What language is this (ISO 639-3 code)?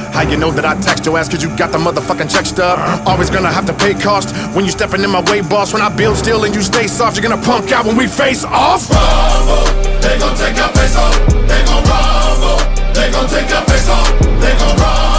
eng